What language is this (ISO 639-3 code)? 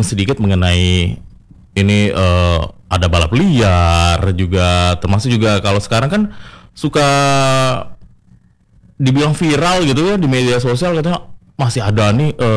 ind